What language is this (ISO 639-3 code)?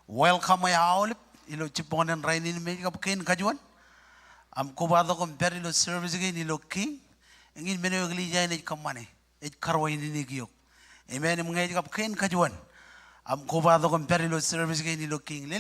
mah